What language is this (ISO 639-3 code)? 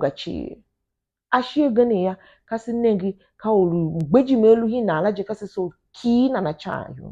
tiv